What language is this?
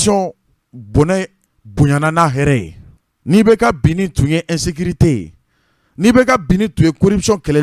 Bambara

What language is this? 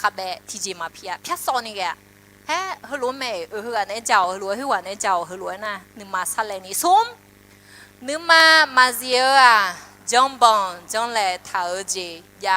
Akha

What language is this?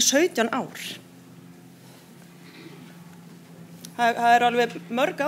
Icelandic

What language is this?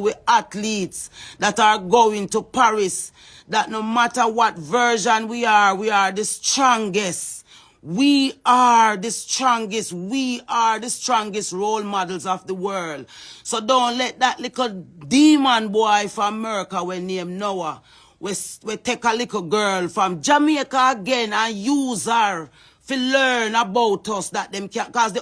Jamaican Creole English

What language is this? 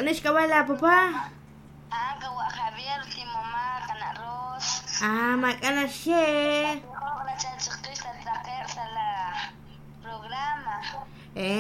Kekchí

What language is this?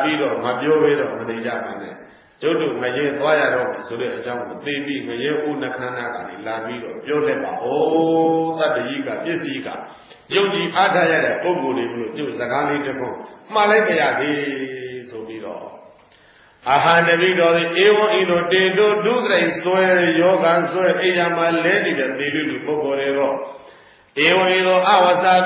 Burmese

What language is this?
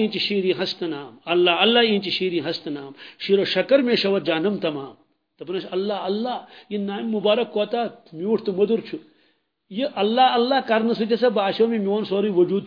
Kashmiri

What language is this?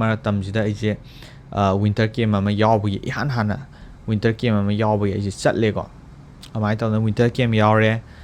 Manipuri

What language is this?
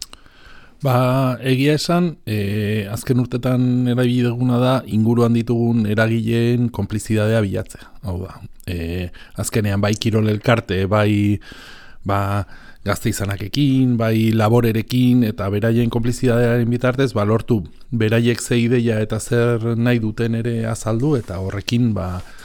Basque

